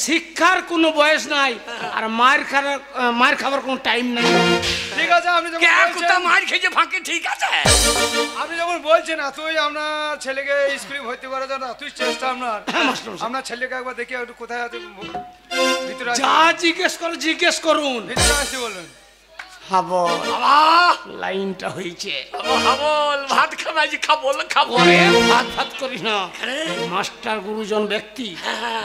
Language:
Bangla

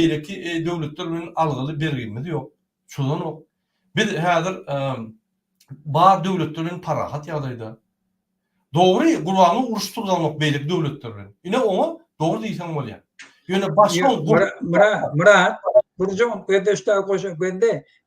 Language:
Turkmen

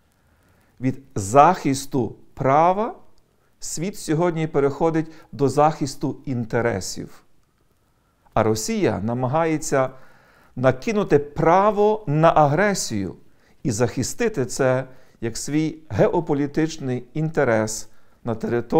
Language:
Ukrainian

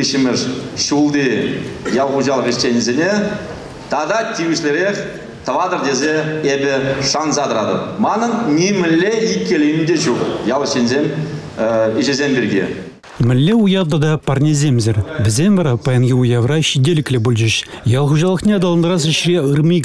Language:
Chuvash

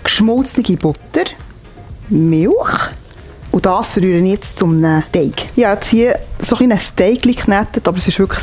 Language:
Swiss German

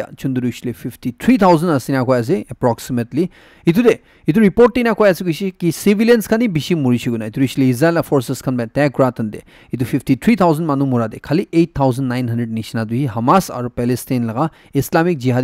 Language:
Naga Pidgin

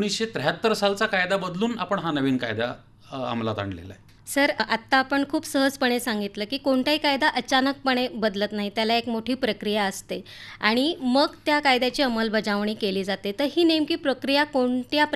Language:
Marathi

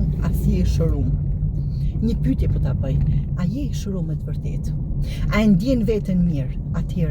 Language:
Albanian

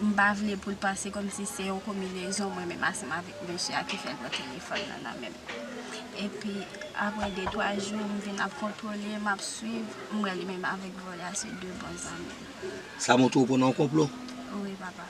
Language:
Haitian Creole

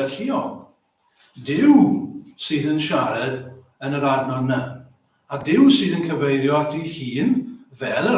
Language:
Welsh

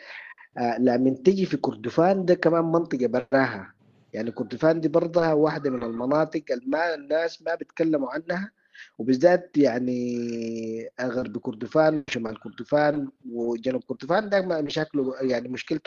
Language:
Sudanese Arabic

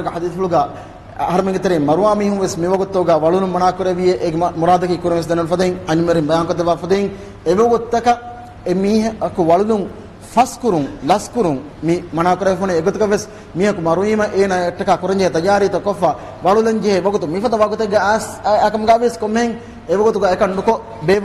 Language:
Divehi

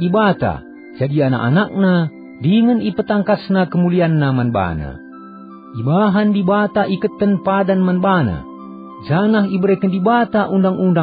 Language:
Batak Karo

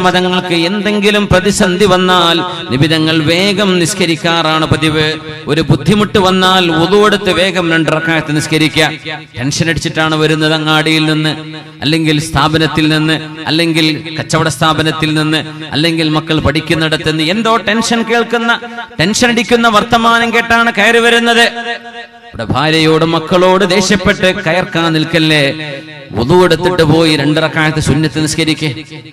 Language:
Malayalam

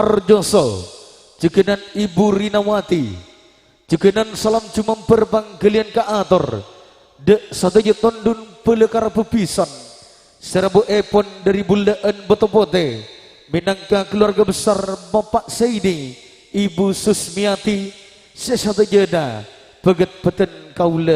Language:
Madurese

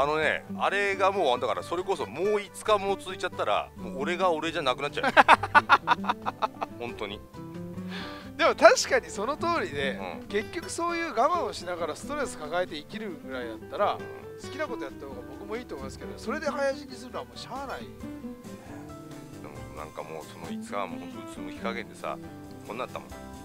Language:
Japanese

